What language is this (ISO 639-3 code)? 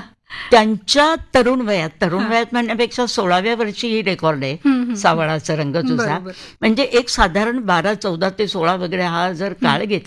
mar